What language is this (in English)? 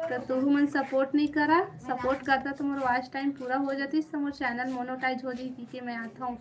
Chhattisgarhi